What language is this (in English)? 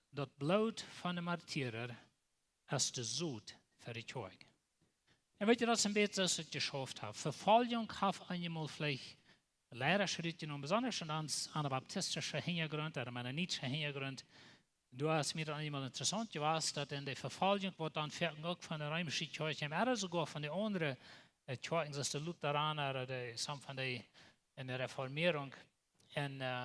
Plautdietsch